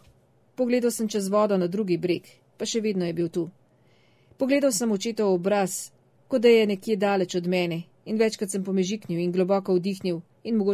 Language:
Slovenian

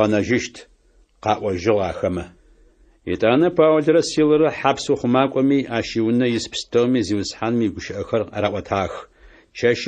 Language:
Adyghe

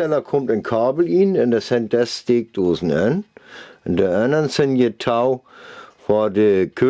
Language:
Northern Frisian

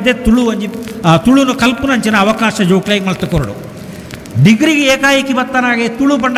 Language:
Tulu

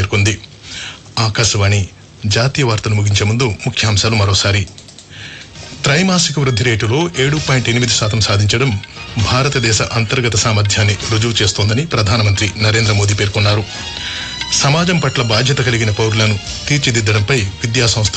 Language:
Telugu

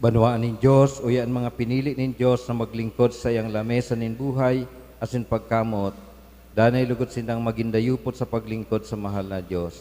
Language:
Bikol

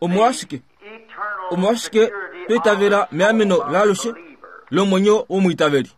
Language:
Kuanyama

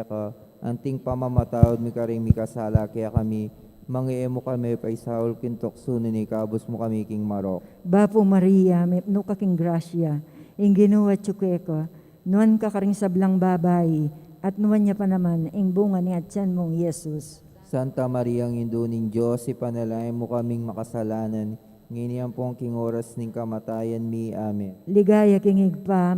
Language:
Pampanga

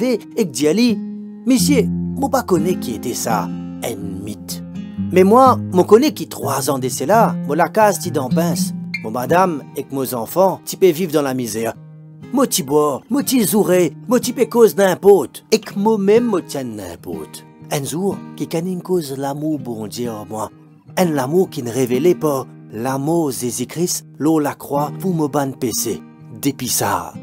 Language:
Morisyen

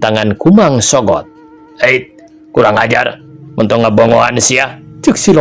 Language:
Sundanese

